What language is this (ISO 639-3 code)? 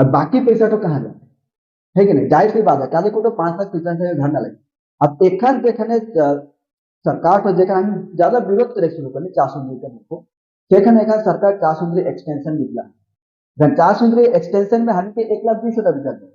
sck